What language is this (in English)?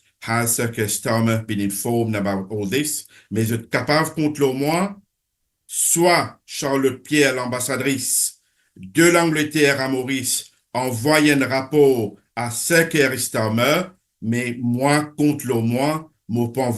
Morisyen